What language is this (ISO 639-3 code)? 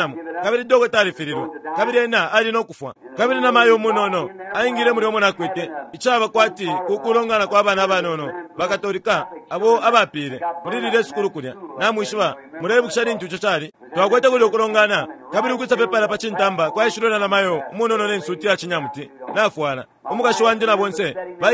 bem